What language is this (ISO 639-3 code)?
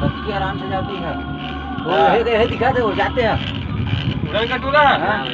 hne